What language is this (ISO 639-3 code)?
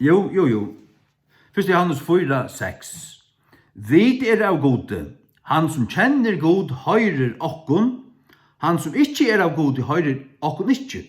fao